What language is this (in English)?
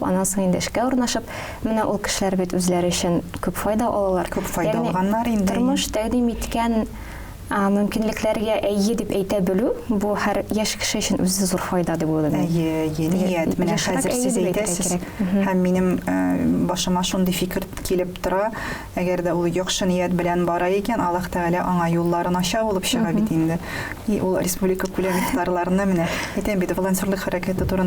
Tatar